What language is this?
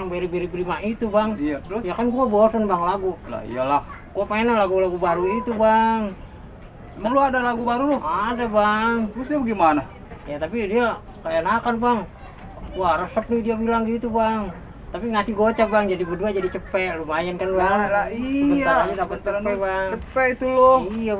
Betawi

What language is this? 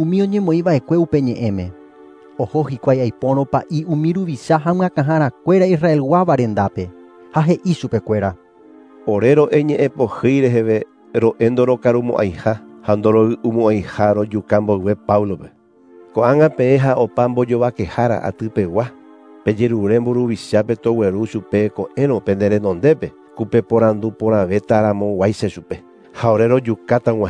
Guarani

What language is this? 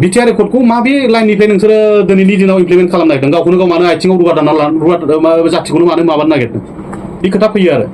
Bodo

